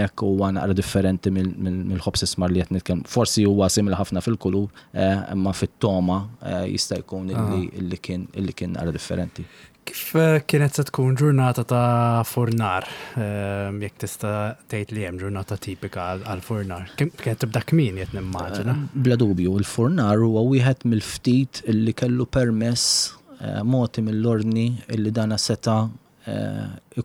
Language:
Maltese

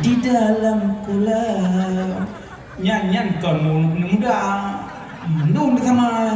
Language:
Achinese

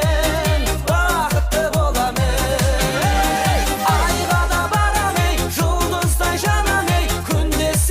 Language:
Kara-Kalpak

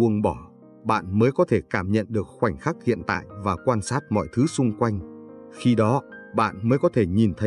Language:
Vietnamese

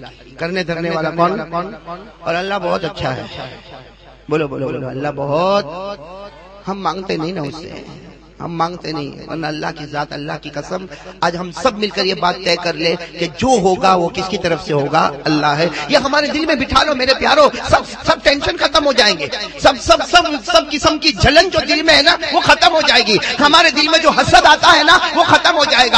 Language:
Urdu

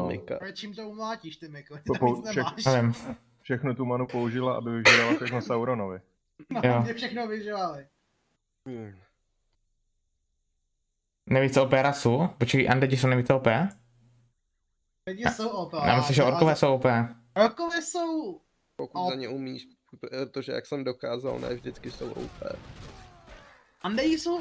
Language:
Czech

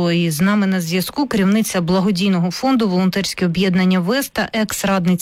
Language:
Ukrainian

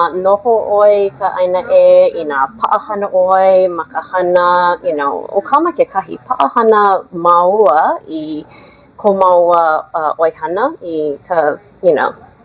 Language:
Hawaiian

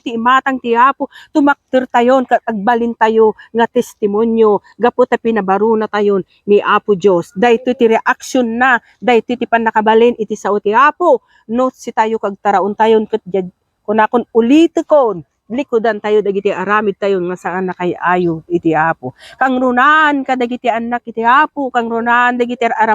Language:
Iloko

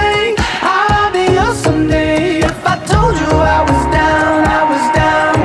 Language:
English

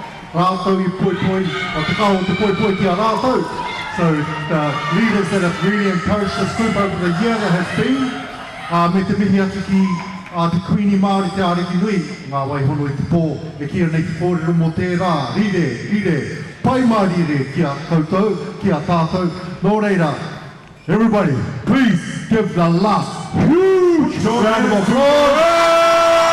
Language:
Māori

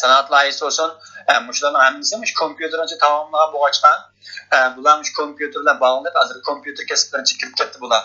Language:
Uyghur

